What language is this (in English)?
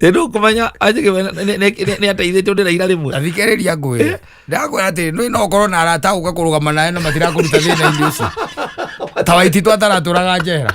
Kikuyu